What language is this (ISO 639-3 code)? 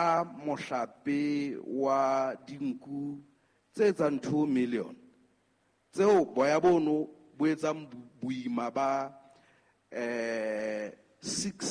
sot